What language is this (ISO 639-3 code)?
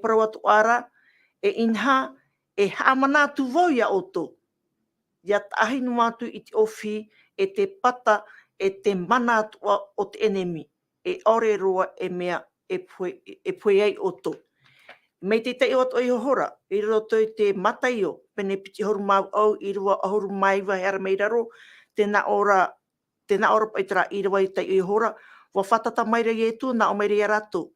tah